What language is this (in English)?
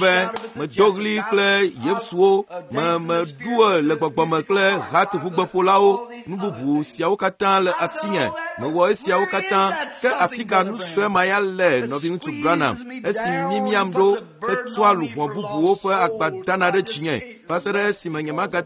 Ewe